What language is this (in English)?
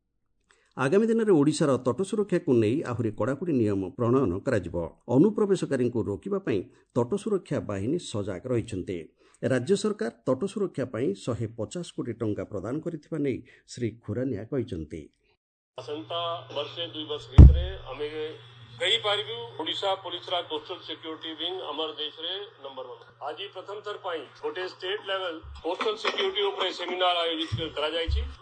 Odia